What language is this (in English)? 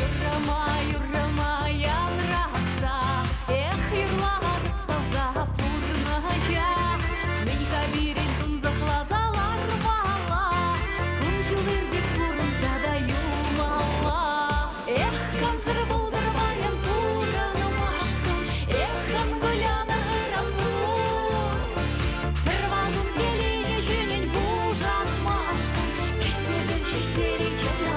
Chuvash